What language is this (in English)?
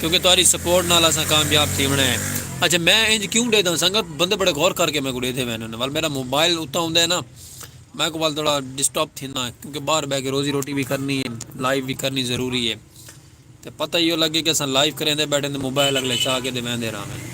Saraiki